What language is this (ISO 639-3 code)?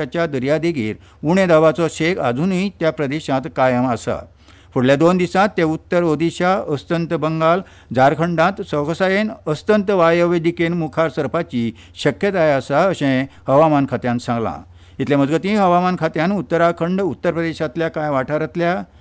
kok